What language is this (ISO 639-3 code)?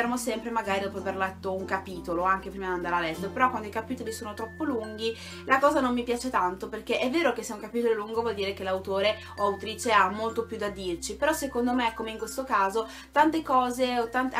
ita